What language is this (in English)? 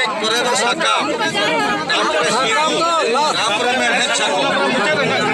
Santali